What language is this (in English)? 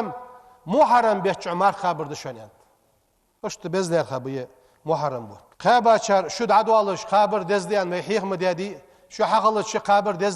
Ingush